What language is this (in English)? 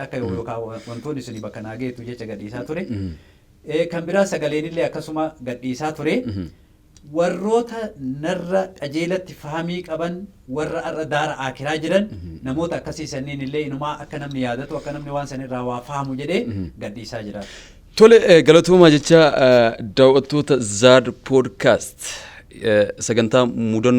Oromo